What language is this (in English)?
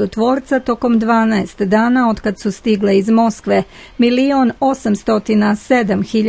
Serbian